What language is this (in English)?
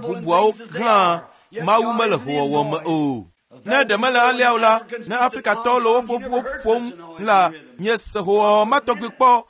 Ewe